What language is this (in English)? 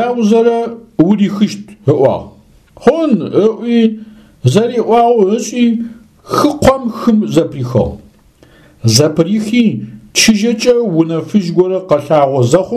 Adyghe